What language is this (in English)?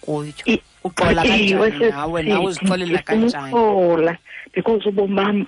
Xhosa